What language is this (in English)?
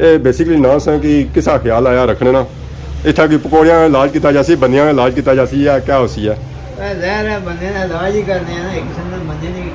Pahari-Potwari